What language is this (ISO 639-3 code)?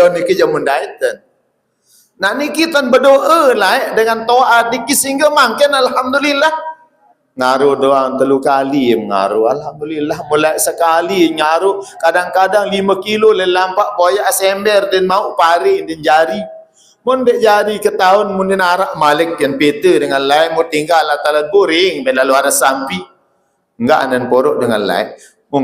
sas